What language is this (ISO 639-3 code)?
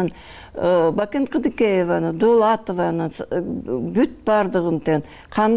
kir